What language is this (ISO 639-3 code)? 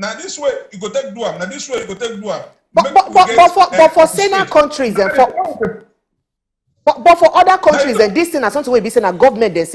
pcm